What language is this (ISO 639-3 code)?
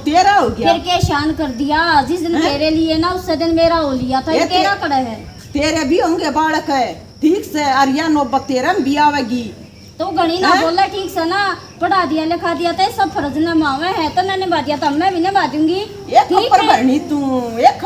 bgc